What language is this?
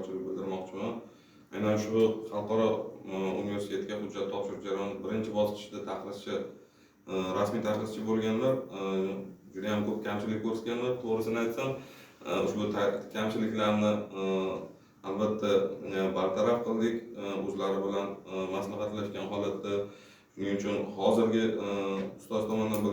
Uzbek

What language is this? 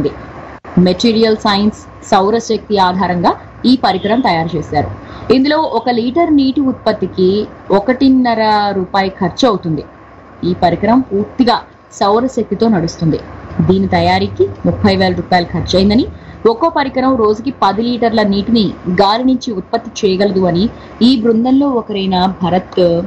Telugu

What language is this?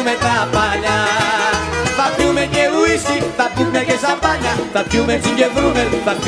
Greek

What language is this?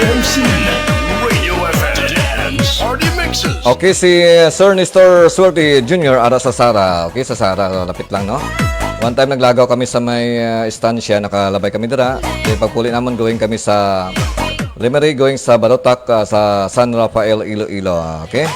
Hiligaynon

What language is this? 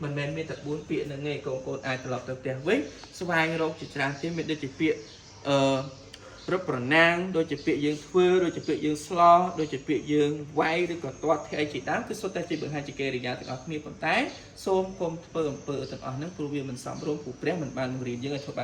Khmer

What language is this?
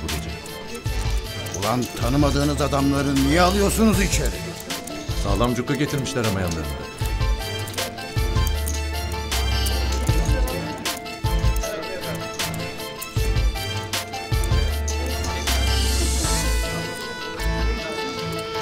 Turkish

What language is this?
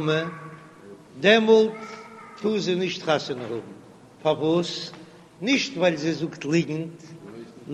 Yiddish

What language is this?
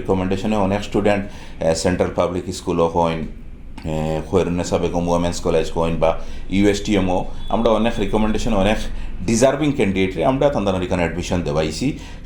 Sylheti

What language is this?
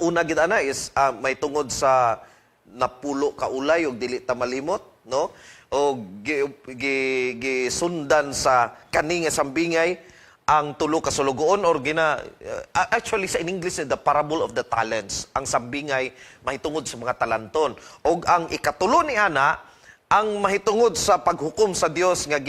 Cebuano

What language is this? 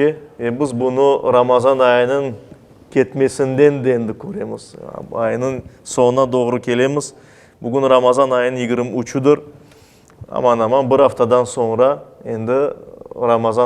Crimean Tatar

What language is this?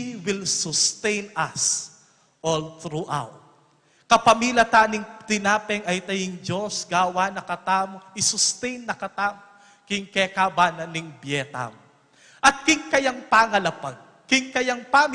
Pampanga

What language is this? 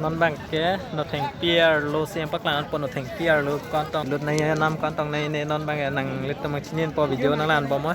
Karbi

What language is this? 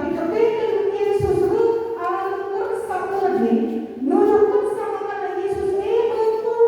Batak Karo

